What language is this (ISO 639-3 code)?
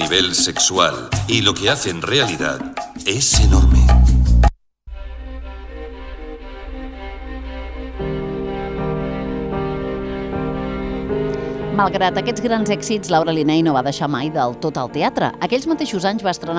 cat